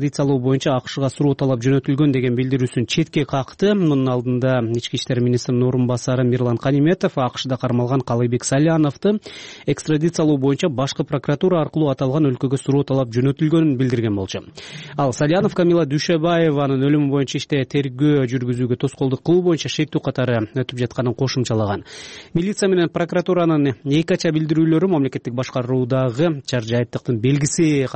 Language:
Kyrgyz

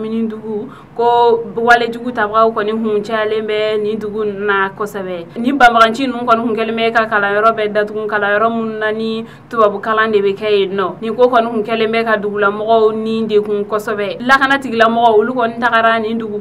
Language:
Bambara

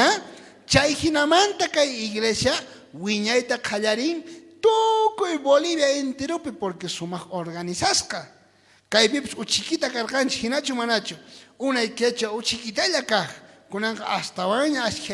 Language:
South Bolivian Quechua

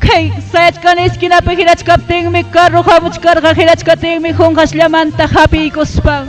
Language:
Ayacucho Quechua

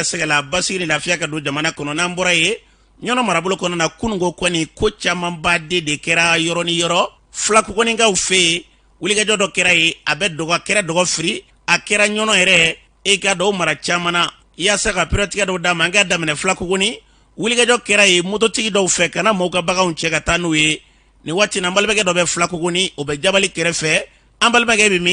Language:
Bambara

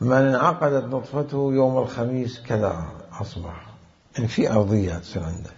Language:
Mesopotamian Arabic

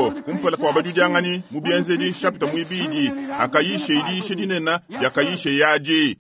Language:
Luba-Lulua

